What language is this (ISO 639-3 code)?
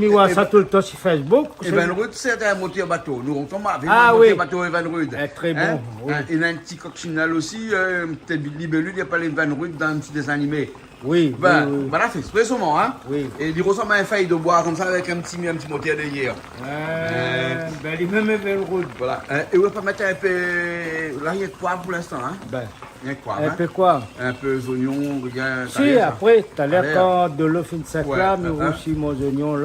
rcf